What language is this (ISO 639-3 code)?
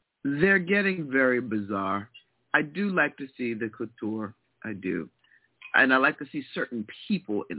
eng